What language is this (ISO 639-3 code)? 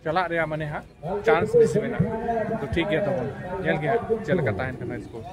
sat